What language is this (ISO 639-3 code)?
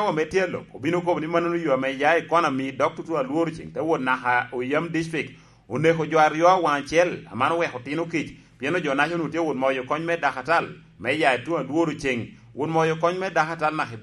laj